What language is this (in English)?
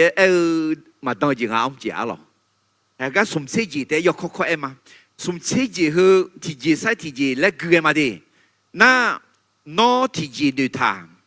Akha